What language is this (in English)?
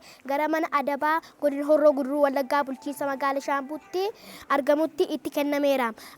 Oromo